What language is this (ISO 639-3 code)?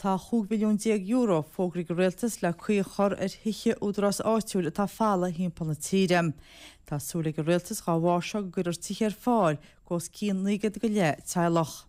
gle